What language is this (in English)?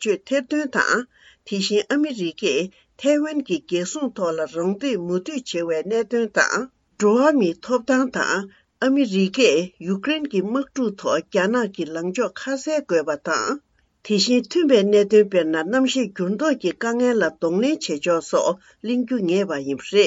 Tibetan